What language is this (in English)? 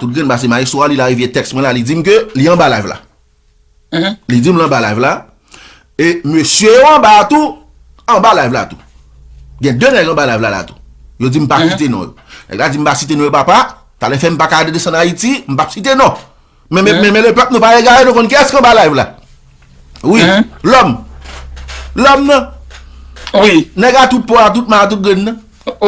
Haitian Creole